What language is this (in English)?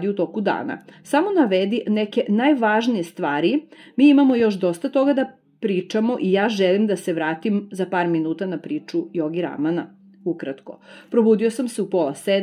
Serbian